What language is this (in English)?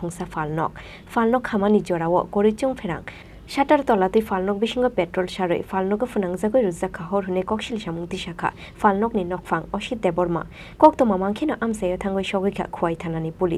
Kok Borok